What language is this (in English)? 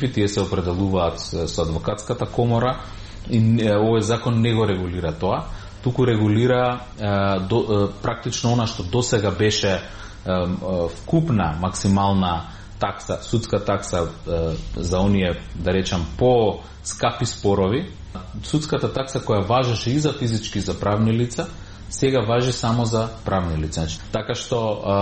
Macedonian